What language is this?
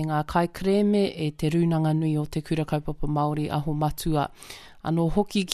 Māori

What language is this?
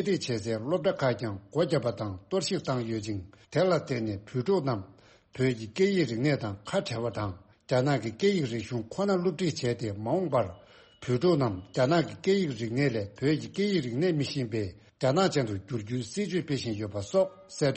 Tibetan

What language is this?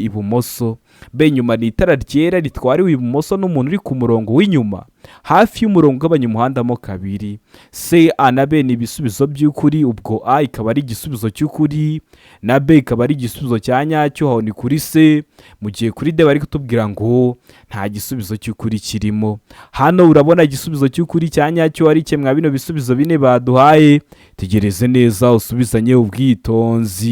Kinyarwanda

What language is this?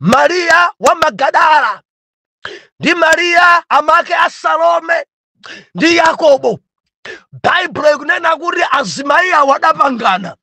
Nyanja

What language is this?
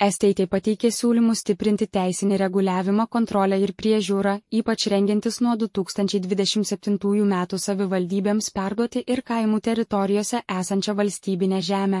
Lithuanian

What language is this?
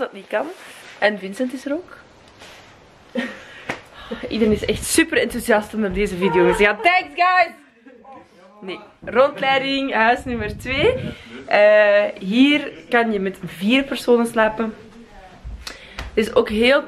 Dutch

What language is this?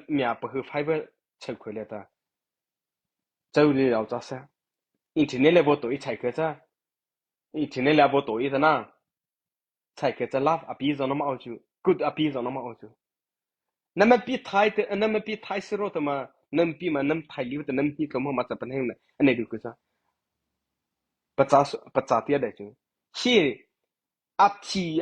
Mara Chin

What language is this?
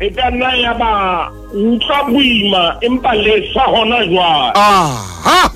Southern Sotho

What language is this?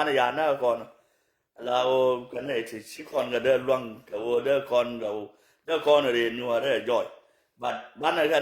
Nuer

